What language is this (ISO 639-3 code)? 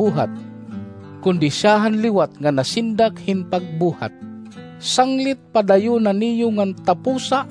war